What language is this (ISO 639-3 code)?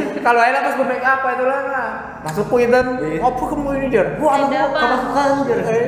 bjn